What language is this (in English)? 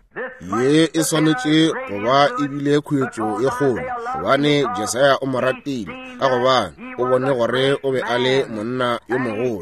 Northern Sotho